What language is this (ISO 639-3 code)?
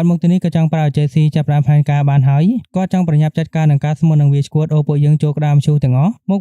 khm